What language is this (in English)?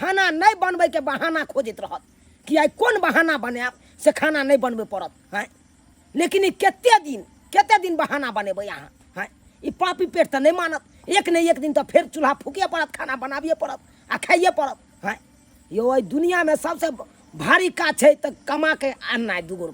Maithili